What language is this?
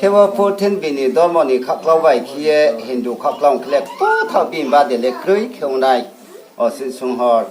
Riang (India)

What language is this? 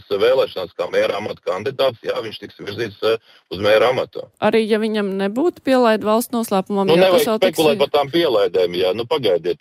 Latvian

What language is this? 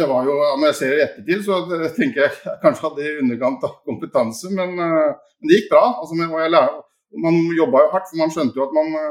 Norwegian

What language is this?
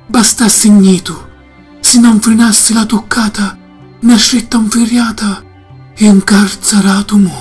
Sicilian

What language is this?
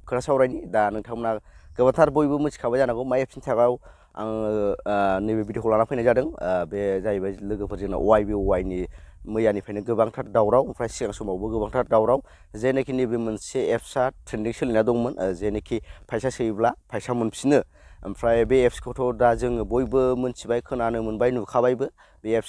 Bodo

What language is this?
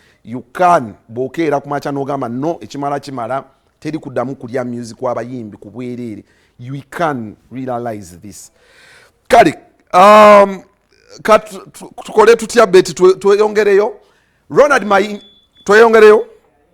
Ganda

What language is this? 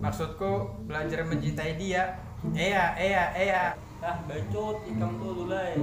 Banjar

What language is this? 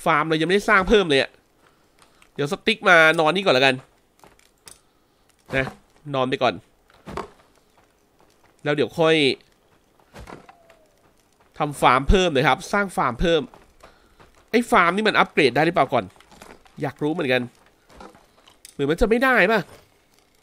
Thai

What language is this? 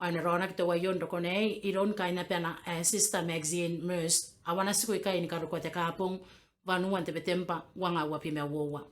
Gilbertese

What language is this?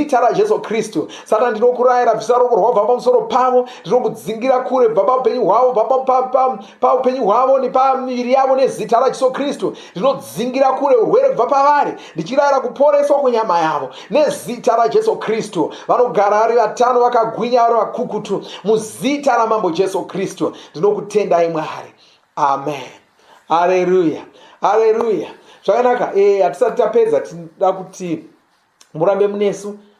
Shona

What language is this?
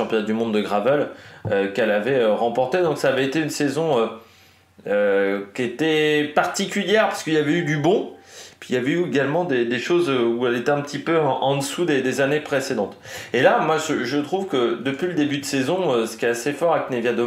French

